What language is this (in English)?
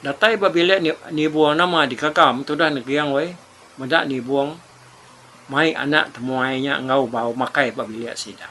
Iban